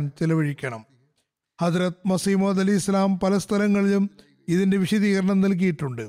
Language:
Malayalam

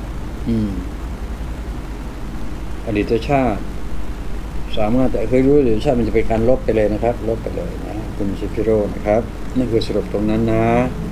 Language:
Thai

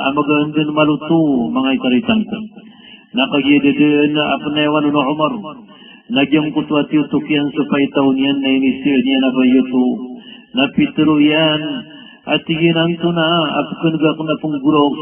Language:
Maranao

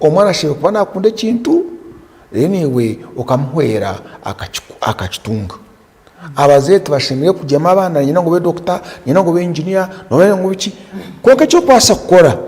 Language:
Nyankole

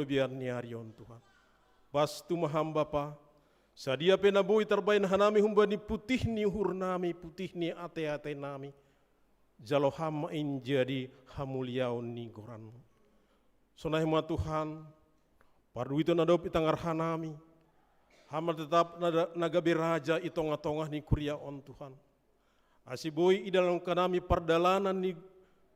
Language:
Batak Simalungun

